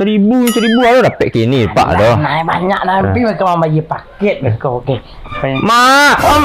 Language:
Minangkabau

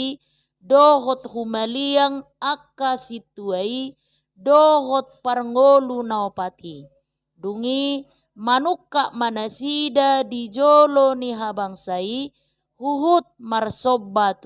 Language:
Batak Toba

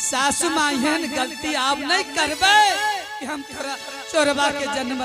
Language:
Angika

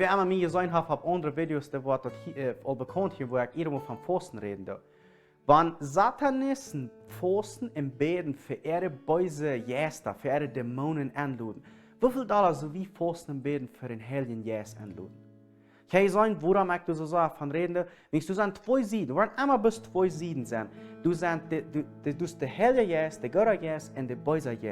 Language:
Plautdietsch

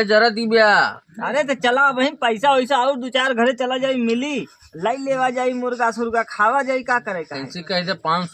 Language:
Awadhi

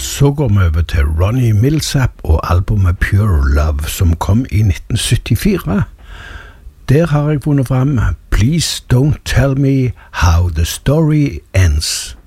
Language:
Norwegian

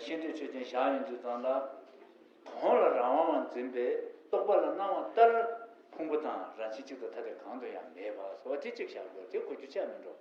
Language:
Tibetan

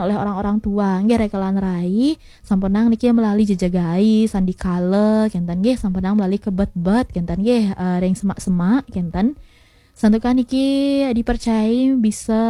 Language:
Balinese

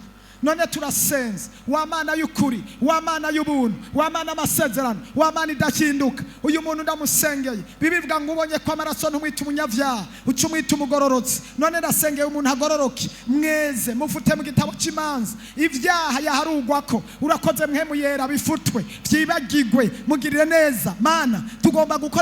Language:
Rundi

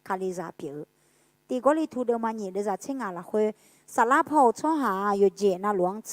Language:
Akha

